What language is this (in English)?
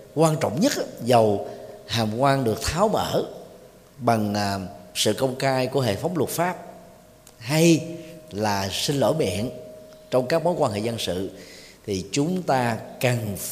Vietnamese